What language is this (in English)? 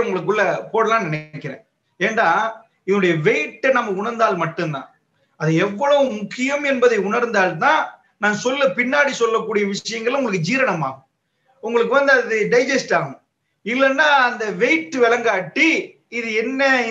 Tamil